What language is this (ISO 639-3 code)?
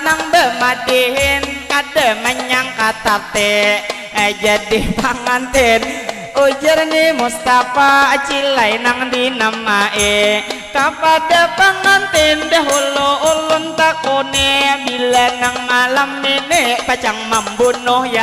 bjn